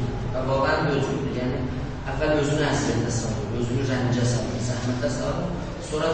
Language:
South Azerbaijani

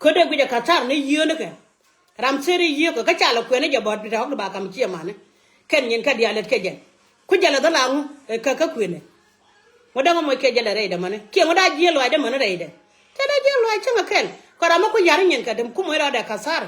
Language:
Nuer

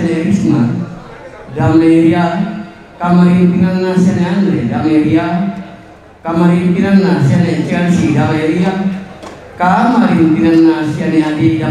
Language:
Toraja-Sa'dan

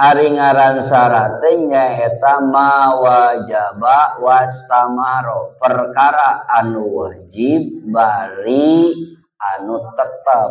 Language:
Sundanese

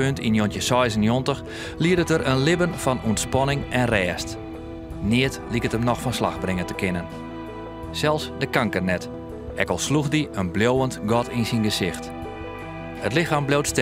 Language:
Western Frisian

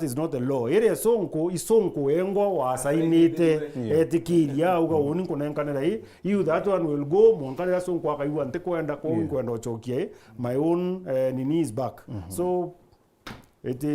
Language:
Meru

